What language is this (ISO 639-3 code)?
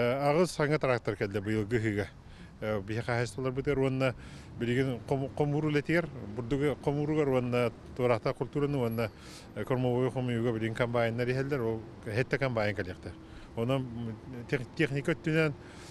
sah